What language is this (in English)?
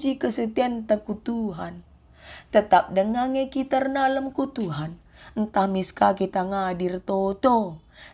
Batak Karo